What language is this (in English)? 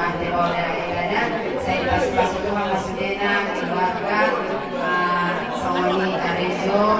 Batak Toba